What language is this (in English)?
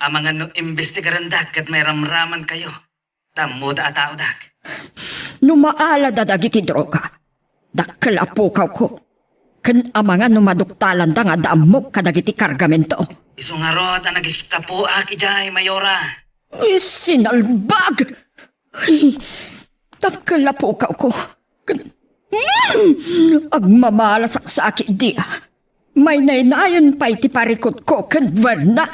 Iloko